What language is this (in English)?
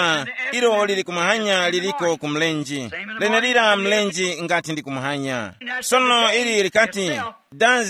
Tumbuka